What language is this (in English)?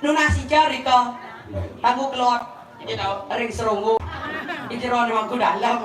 Balinese